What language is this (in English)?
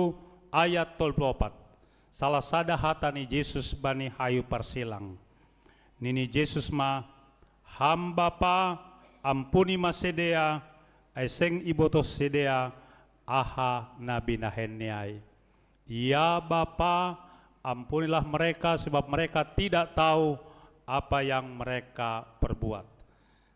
Batak Simalungun